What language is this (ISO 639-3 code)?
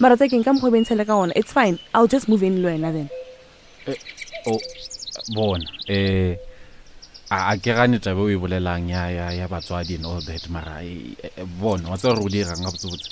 nso